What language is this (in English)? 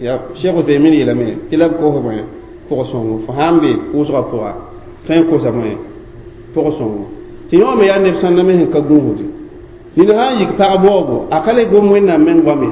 Mossi